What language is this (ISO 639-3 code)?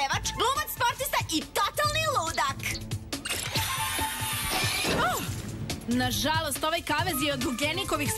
srp